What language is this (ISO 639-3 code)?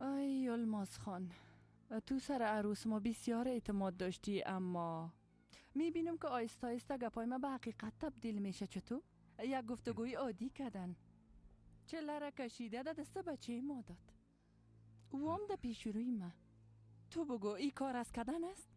fas